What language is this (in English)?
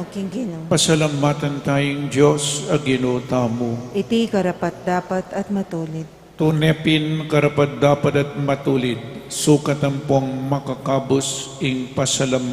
Pampanga